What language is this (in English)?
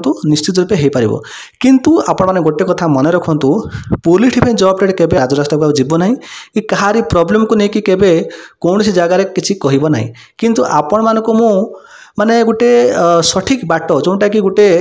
Odia